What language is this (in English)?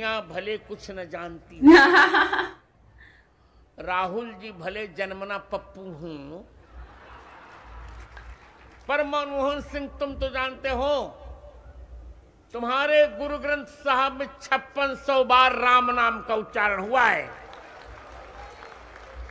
Hindi